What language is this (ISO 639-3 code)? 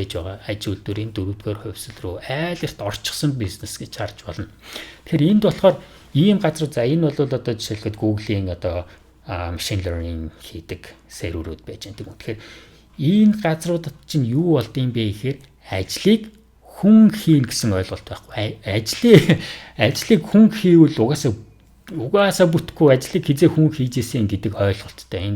mon